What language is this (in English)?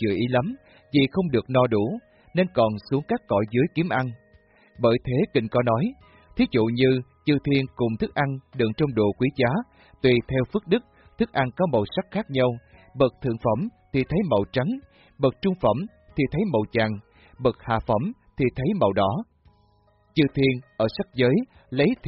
Vietnamese